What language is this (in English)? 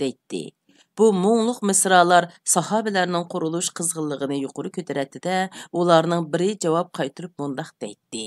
Uyghur